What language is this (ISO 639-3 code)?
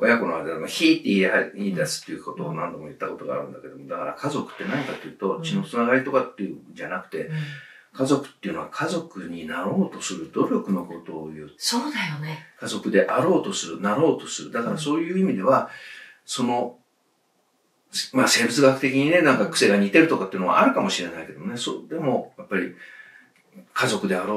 jpn